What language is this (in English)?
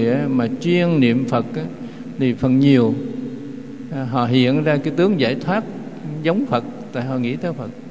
Vietnamese